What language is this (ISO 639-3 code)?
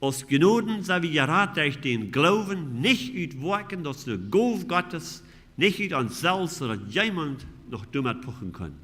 pdt